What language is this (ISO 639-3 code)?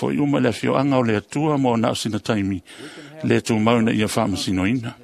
smo